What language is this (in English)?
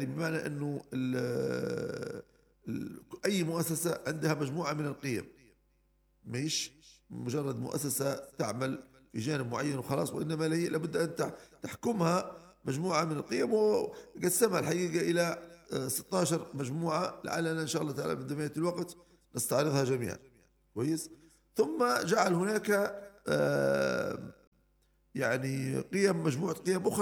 Arabic